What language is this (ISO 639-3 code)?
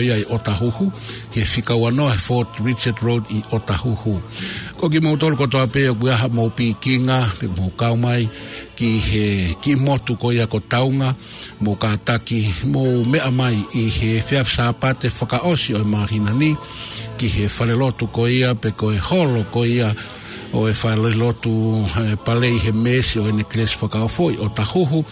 ton